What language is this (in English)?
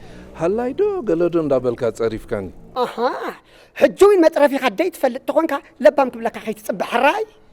Tigrinya